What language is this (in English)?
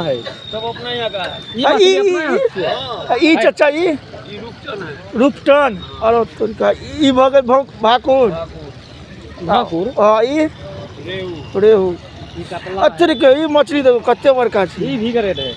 Maithili